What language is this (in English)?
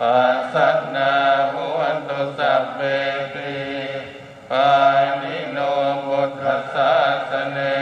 Pali